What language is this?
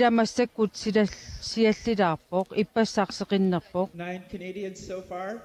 Kalaallisut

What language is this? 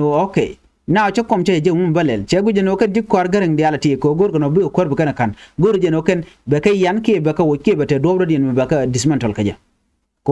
Nuer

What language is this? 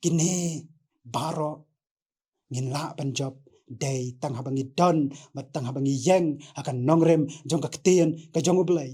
Khasi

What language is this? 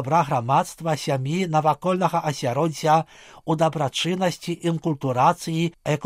Belarusian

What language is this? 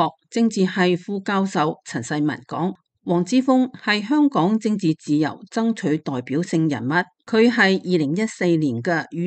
Cantonese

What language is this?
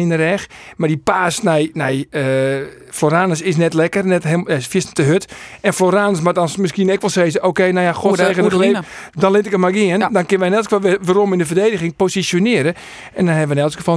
Western Frisian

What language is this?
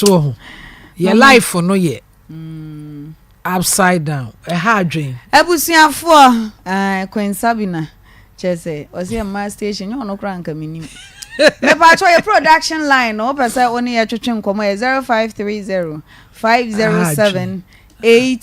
Akan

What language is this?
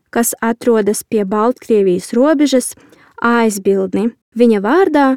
Latvian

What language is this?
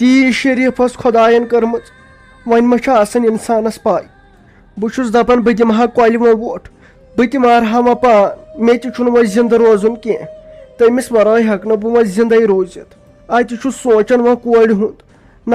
Kashmiri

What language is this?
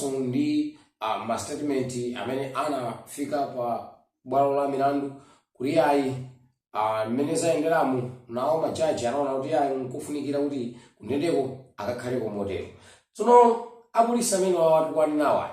Nyanja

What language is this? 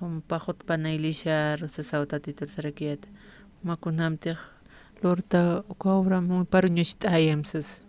Aymara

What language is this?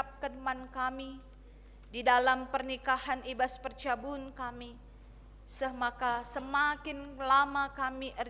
Batak Karo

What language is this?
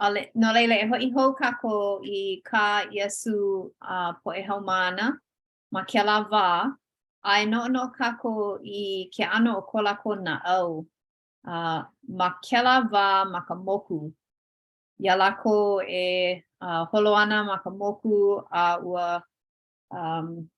Hawaiian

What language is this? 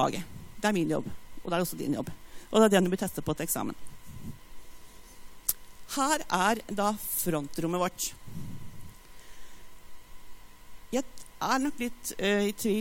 Norwegian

